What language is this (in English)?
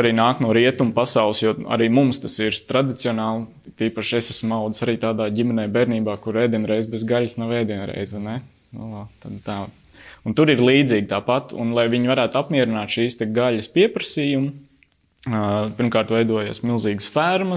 Latvian